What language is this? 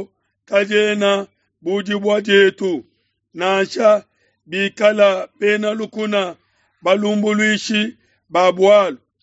Luba-Lulua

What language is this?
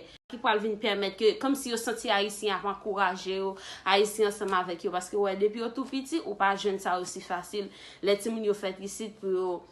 Haitian Creole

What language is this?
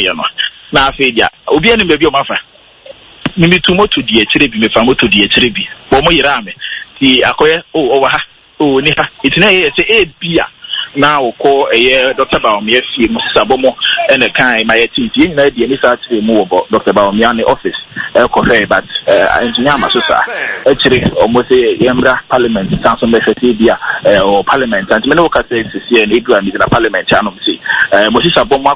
Akan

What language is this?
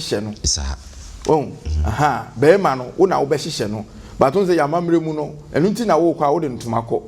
Akan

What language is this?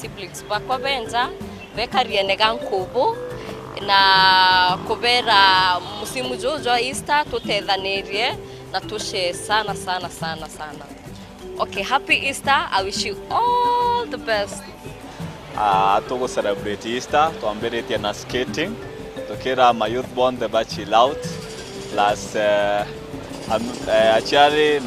Meru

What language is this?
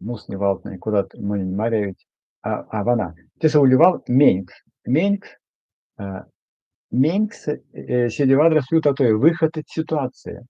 Erzya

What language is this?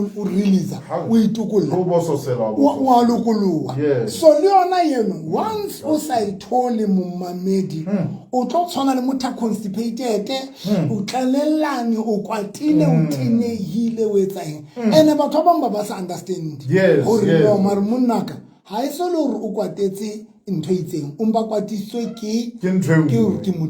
Southern Sotho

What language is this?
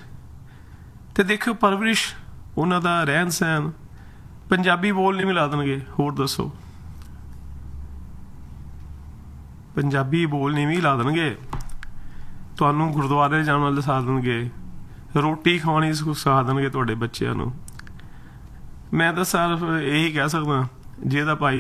Punjabi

